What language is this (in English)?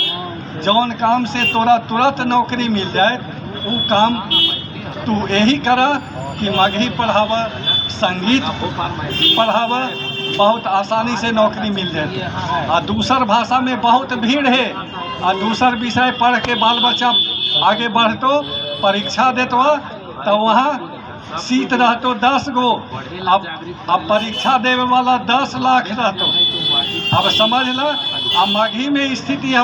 Magahi